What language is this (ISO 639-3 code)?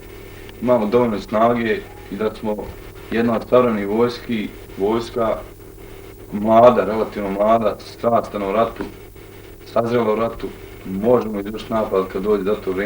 bos